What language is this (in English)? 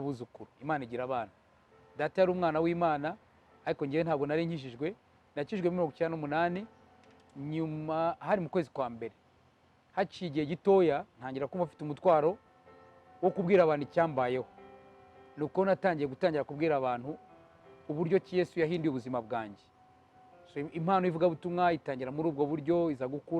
Kinyarwanda